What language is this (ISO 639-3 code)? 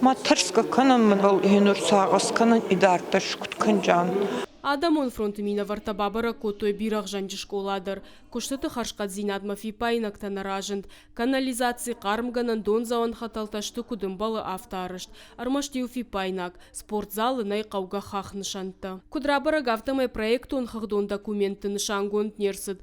oss